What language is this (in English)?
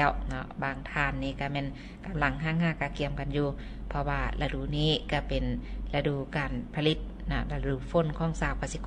Lao